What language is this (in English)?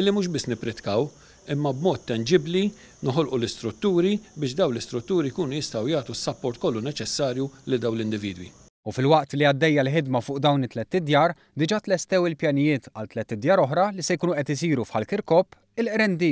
Maltese